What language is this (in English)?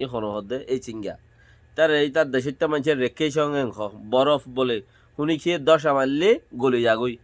Rohingya